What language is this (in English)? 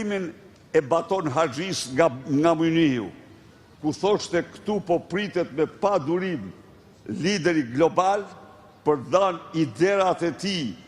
Albanian